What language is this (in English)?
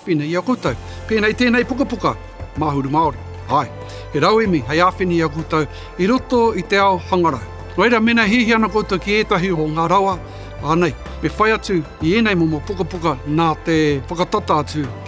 Māori